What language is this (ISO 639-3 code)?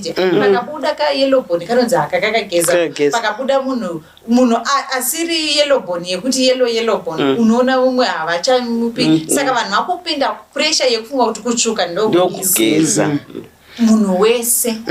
sna